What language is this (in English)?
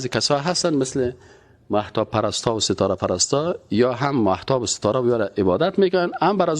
Persian